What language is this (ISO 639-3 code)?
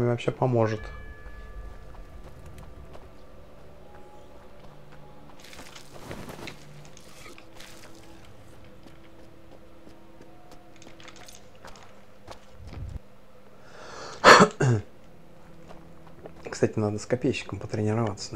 rus